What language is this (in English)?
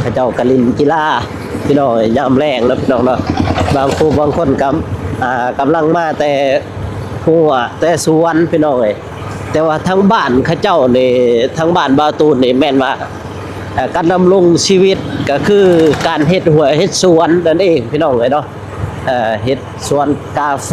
Lao